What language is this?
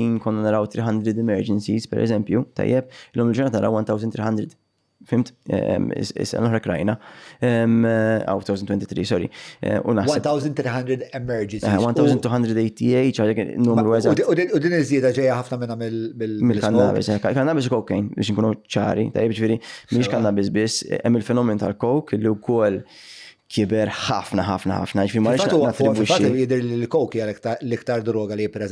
Maltese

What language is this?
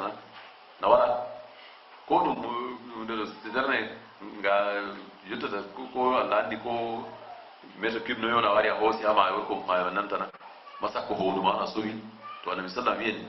Fula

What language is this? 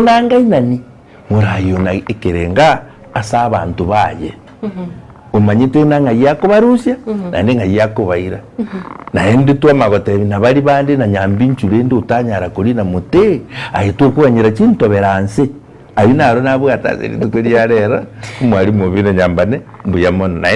Gusii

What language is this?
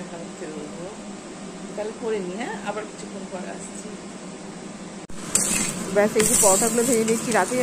Bangla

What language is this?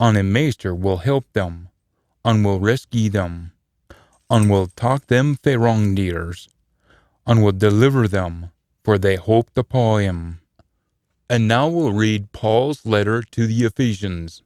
Scots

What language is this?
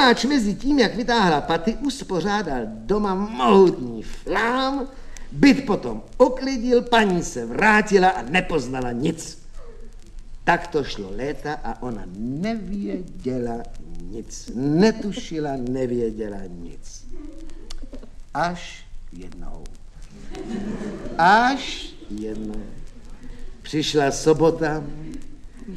Czech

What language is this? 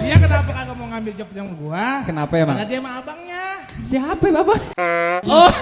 Betawi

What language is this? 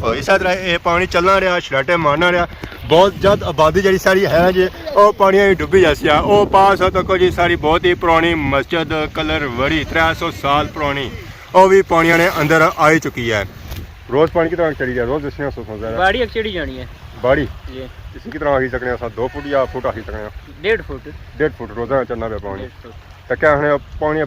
Pahari-Potwari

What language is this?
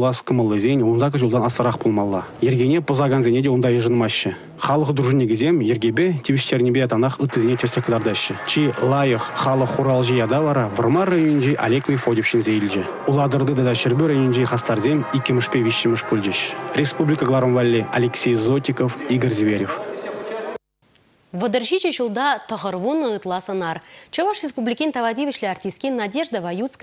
Chuvash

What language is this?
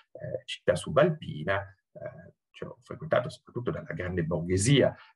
Italian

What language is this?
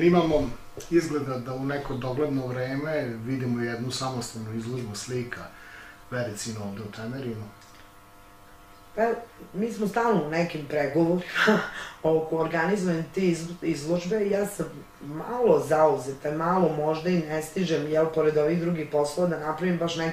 Serbian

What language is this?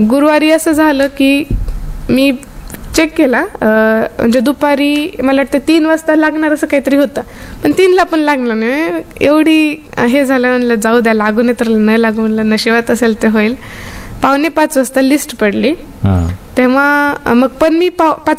Marathi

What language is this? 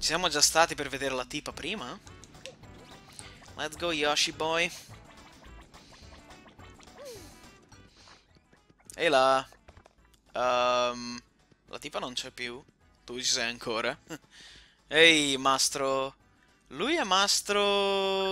Italian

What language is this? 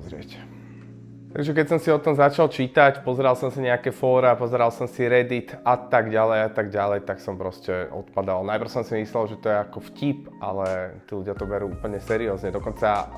Slovak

